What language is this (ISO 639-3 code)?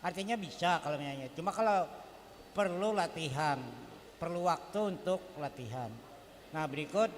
bjn